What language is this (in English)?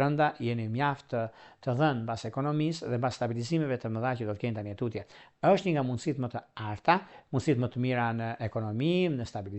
Albanian